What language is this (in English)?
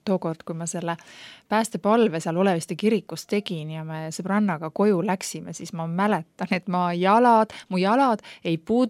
Estonian